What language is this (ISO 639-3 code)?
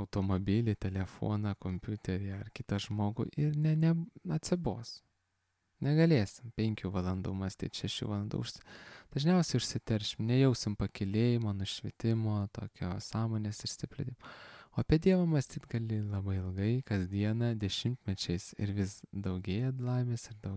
lit